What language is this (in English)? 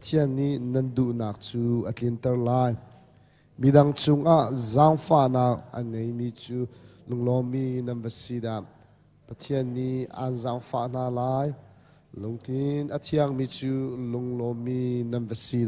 Hakha Chin